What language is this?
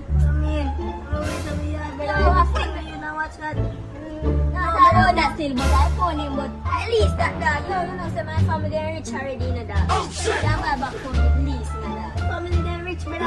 Jamaican Creole English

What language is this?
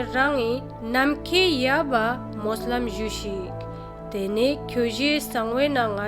Ladakhi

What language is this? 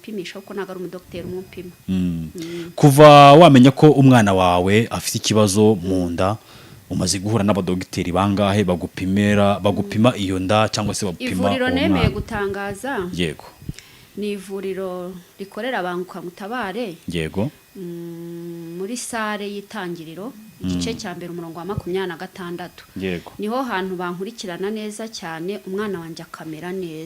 Kinyarwanda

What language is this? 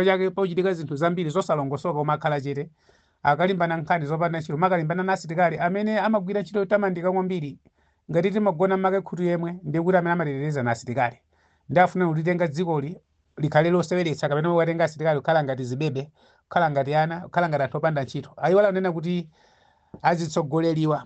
Nyanja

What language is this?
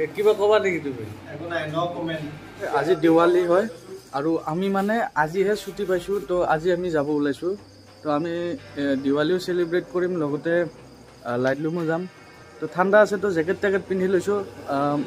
Assamese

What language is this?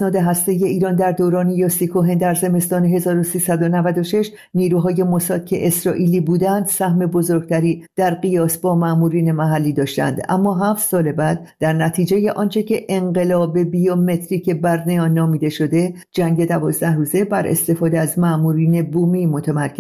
Persian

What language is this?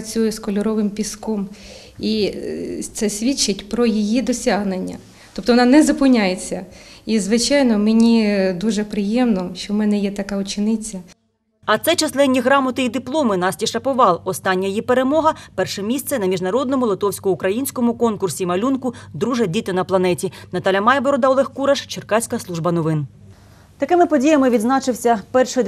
Ukrainian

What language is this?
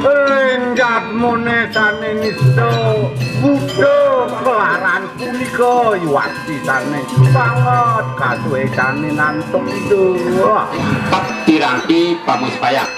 Balinese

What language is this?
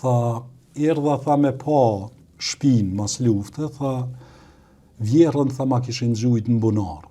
Albanian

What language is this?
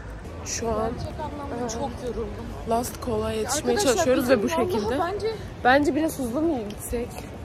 Turkish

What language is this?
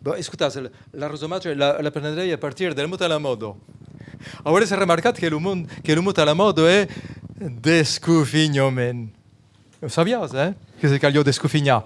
Occitan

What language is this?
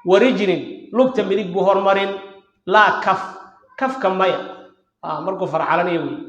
Somali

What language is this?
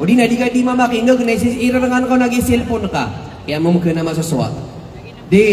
Maranao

